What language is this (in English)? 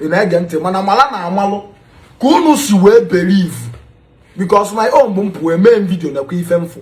Igbo